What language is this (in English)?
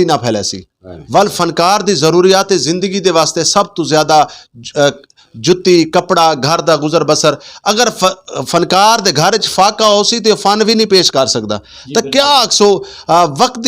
Saraiki